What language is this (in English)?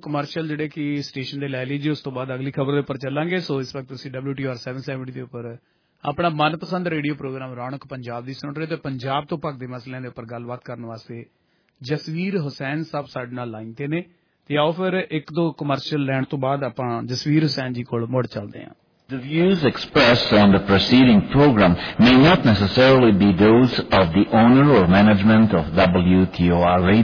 Punjabi